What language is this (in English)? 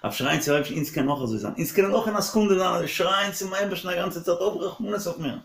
Yiddish